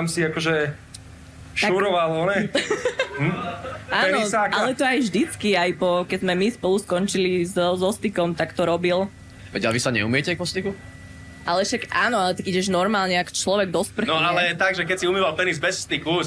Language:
Slovak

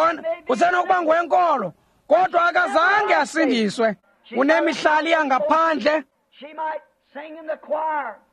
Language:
Xhosa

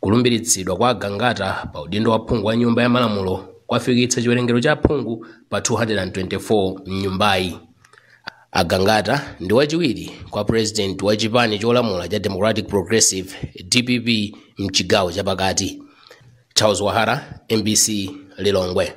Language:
Nyanja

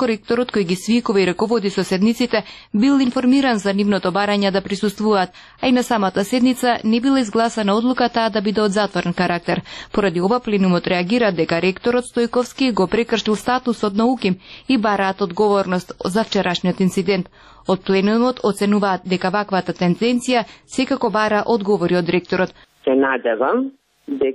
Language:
Macedonian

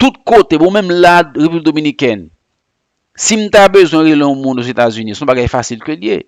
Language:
Haitian Creole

